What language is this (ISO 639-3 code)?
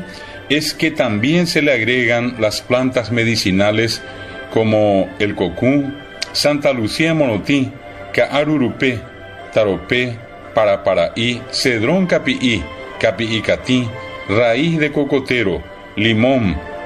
grn